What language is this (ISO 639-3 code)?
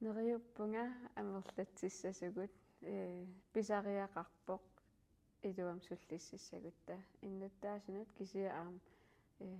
kal